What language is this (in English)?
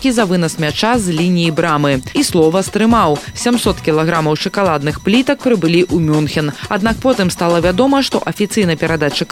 Belarusian